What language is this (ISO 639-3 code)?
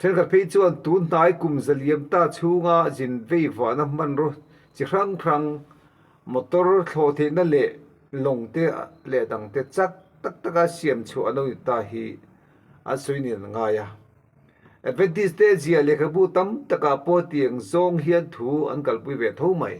lus